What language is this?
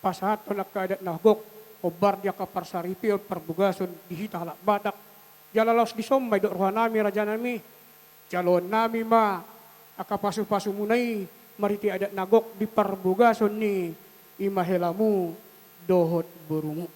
Batak Toba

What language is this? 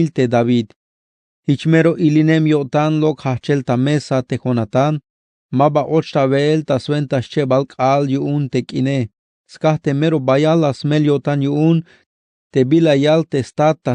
Tzeltal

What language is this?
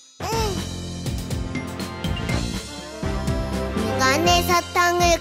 Korean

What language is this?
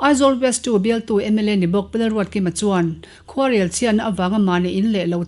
Mizo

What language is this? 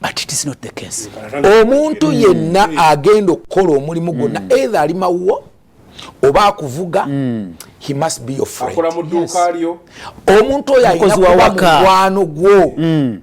Ganda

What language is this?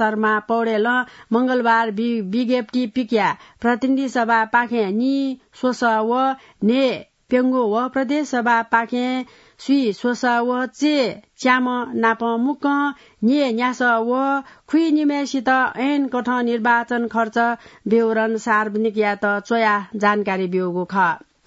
Newari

